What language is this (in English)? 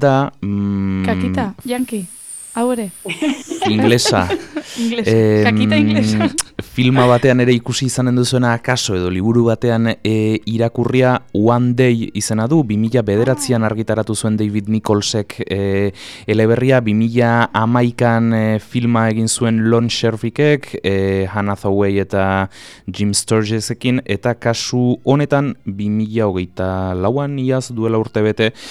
Basque